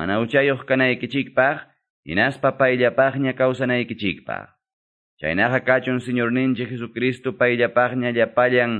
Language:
Quechua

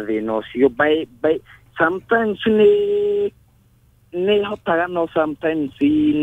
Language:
Kikuyu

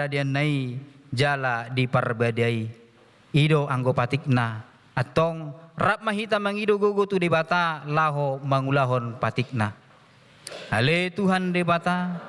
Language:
Batak Toba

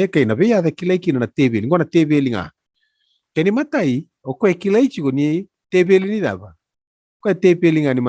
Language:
Fijian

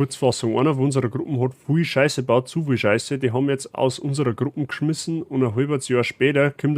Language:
Bavarian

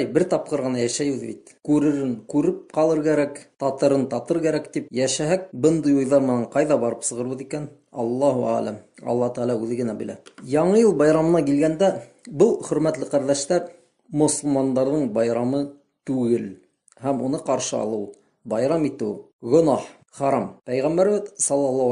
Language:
Bashkir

